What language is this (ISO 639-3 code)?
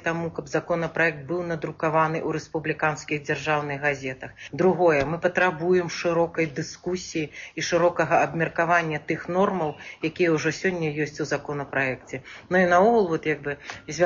bel